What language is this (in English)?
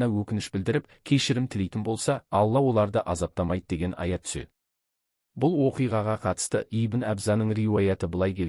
Kazakh